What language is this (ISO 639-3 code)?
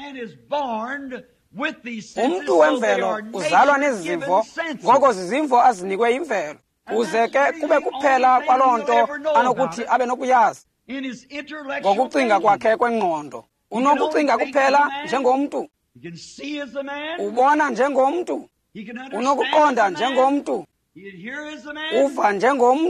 xho